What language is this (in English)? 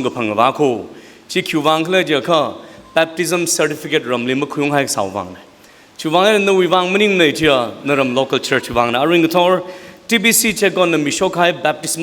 Tangkhul Naga (India)